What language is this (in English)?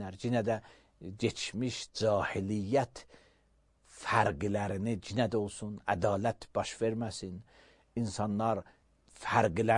Azerbaijani